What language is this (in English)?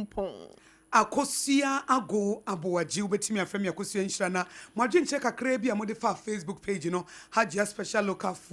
Akan